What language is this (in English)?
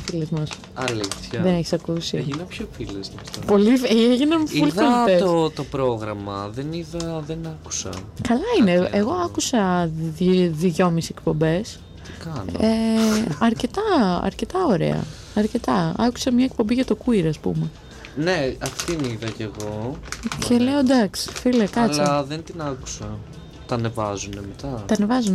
Greek